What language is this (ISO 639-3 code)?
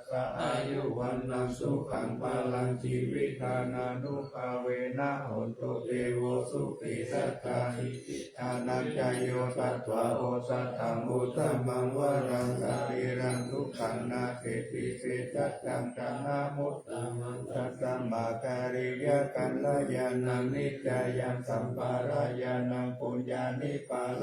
pli